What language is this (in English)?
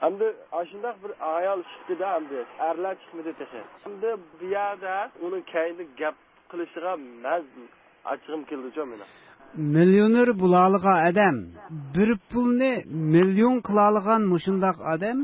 Uyghur